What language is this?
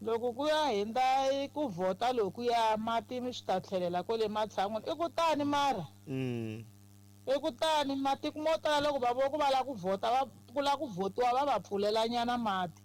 Tsonga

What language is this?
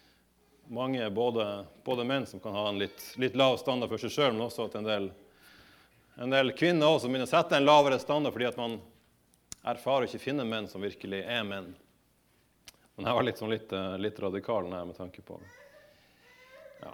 Norwegian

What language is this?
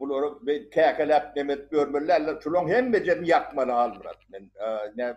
Turkmen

